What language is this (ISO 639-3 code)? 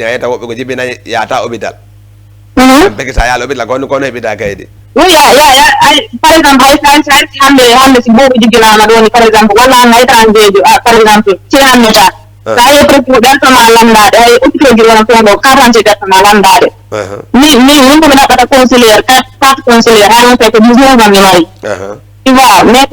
ful